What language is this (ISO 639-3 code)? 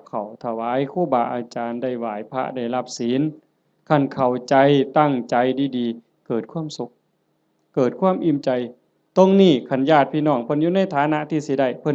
tts